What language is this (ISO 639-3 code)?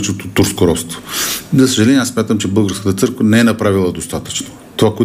bul